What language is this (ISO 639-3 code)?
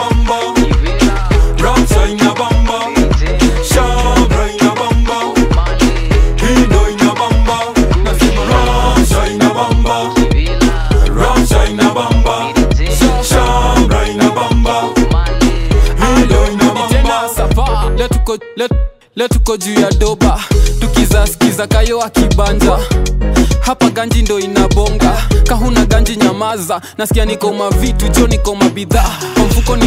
swa